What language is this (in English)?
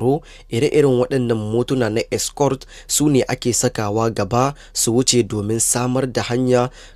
Hausa